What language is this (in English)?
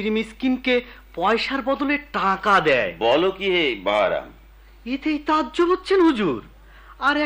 Bangla